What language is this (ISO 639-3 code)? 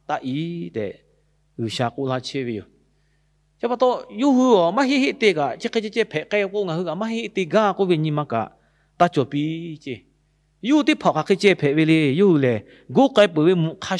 lhu